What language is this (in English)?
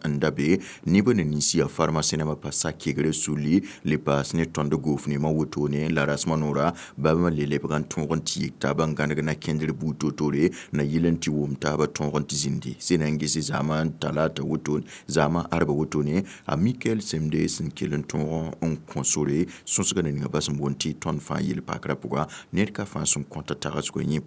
Mossi